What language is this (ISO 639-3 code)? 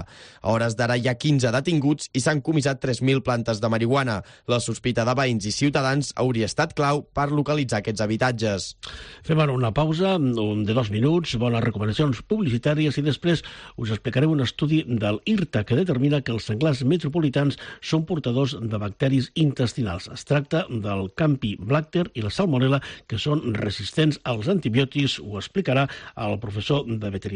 cat